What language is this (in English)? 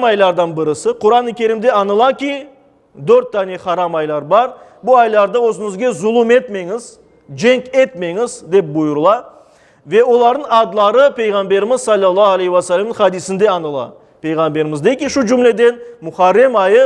Crimean Tatar